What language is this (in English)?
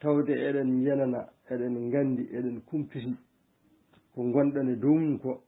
Fula